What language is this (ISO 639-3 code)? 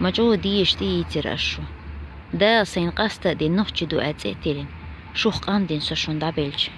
che